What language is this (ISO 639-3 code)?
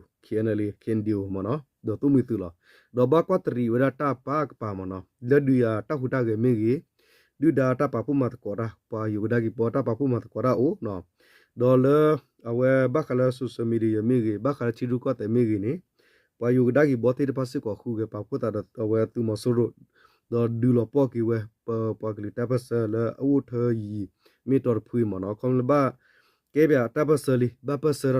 ksw